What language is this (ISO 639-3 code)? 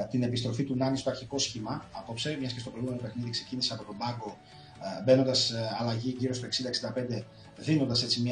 ell